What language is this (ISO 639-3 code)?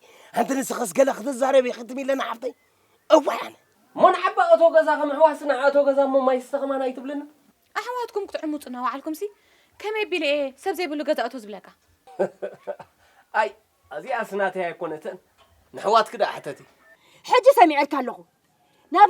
tir